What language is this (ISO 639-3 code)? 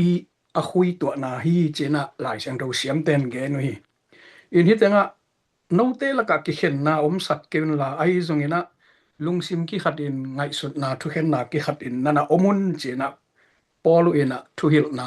ctd